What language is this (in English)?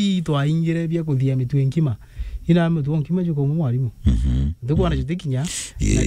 Meru